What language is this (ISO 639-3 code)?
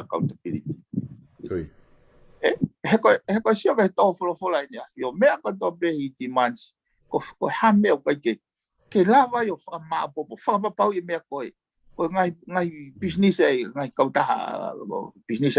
ton